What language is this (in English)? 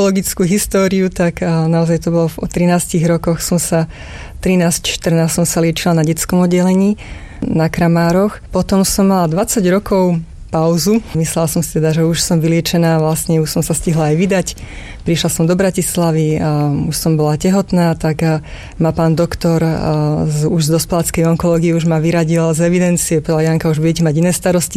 Slovak